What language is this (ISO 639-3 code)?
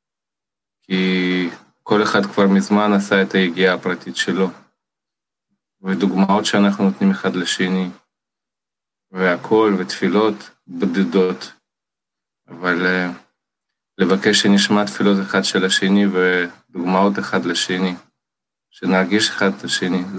heb